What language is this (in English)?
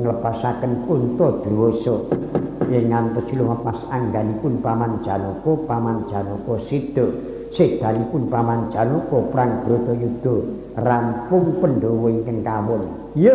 Javanese